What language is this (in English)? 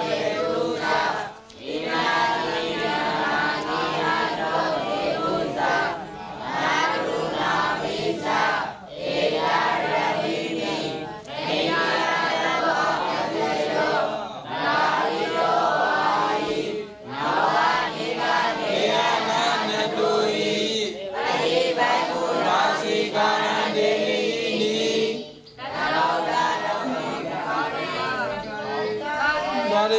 Burmese